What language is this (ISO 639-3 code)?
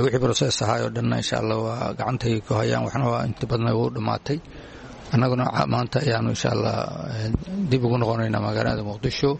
som